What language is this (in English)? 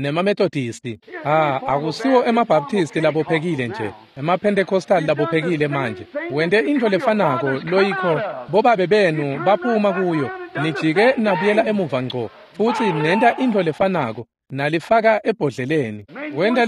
Swati